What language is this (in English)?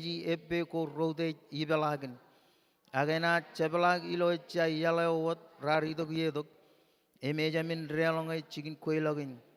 Marshallese